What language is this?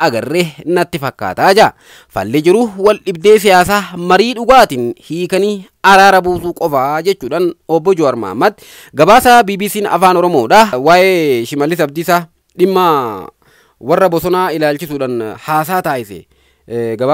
Oromo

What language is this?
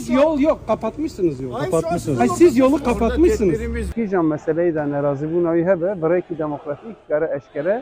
Kurdish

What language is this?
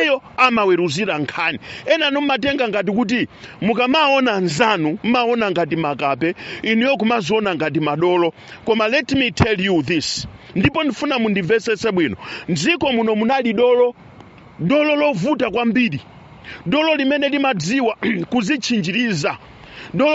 Nyanja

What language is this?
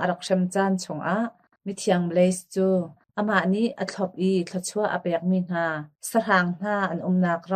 Hakha Chin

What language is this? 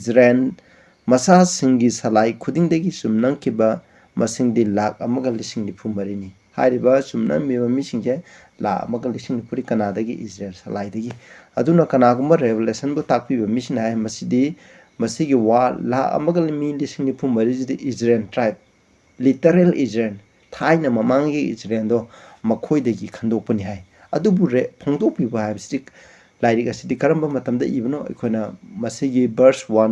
Manipuri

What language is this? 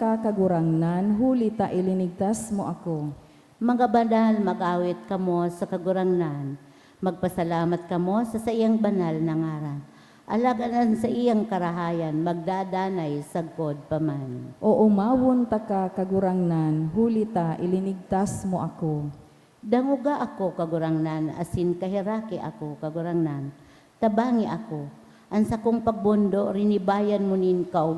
Bikol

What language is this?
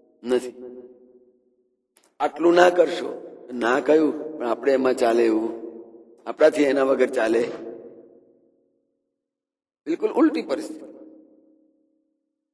Gujarati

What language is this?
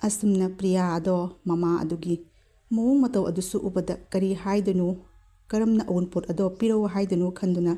Manipuri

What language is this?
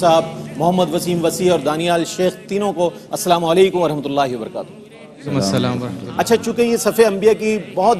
Urdu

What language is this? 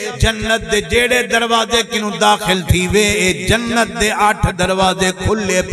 Saraiki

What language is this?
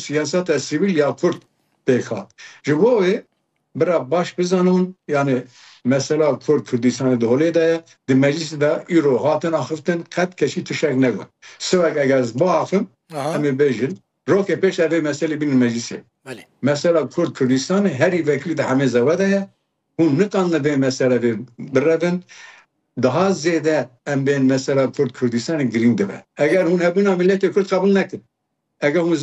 Kurdish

